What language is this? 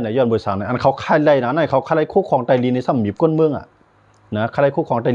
Shan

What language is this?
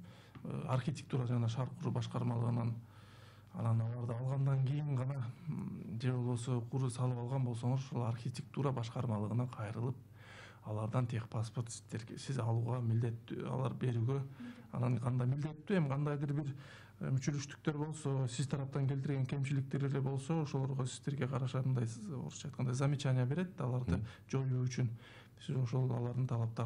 Kyrgyz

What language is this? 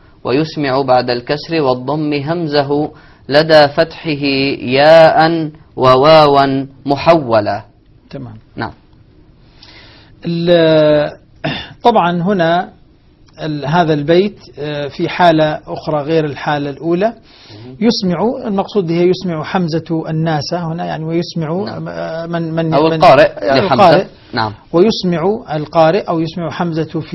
Arabic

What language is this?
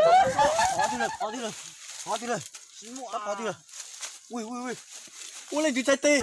Hmong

